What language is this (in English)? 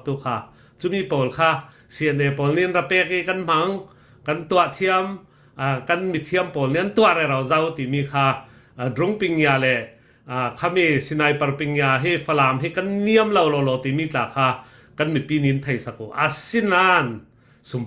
Falam Chin